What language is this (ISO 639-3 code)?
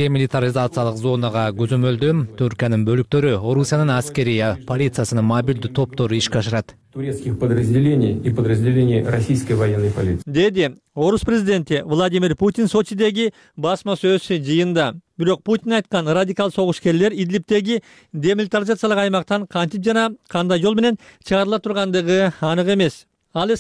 kir